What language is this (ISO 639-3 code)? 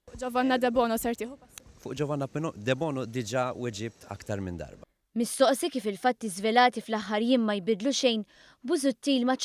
mlt